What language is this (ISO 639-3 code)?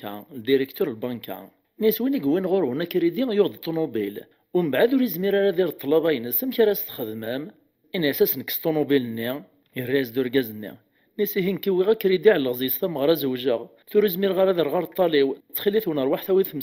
kab